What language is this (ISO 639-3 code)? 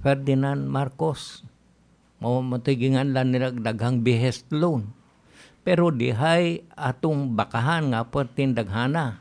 ceb